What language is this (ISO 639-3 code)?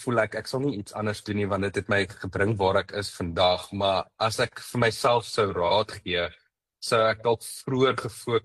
afr